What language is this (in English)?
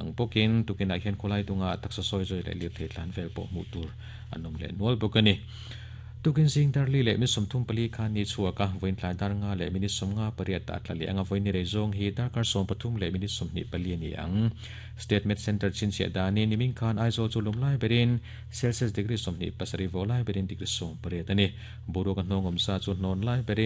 Mizo